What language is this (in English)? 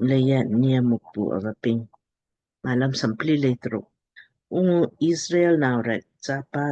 Lamkang